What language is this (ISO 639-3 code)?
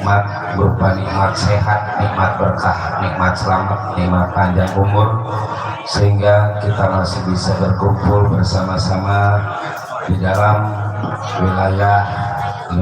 bew